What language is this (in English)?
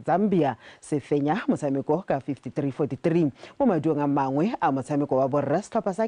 Tswana